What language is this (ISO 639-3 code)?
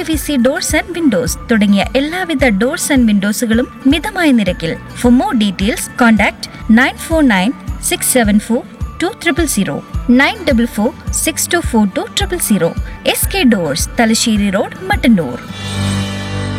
mal